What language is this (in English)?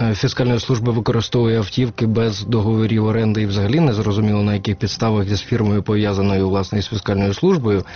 Ukrainian